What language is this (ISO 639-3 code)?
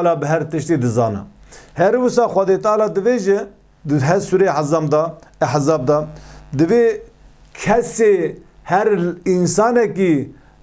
kur